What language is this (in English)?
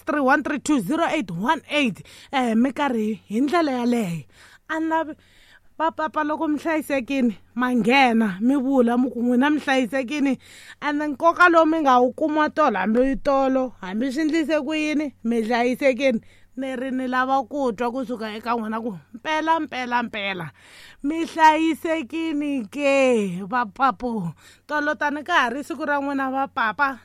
Tsonga